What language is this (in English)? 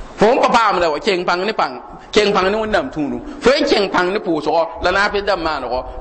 Mossi